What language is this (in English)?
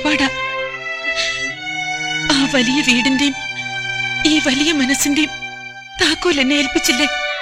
Malayalam